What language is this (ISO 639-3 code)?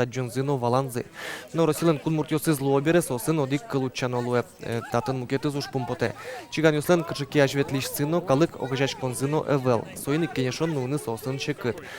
udm